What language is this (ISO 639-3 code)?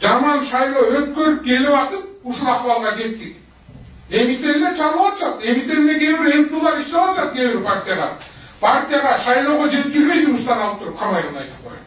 kir